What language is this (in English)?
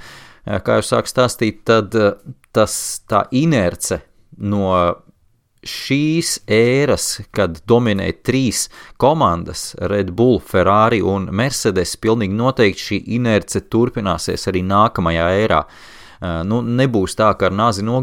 Latvian